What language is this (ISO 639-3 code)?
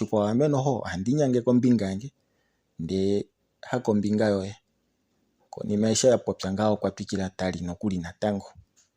kua